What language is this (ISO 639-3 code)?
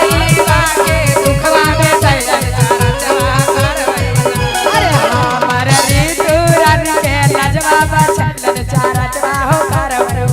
mag